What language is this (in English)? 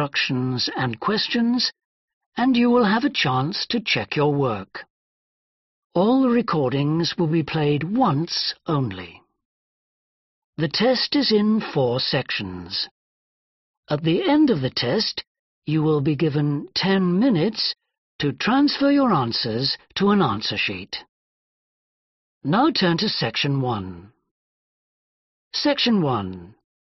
English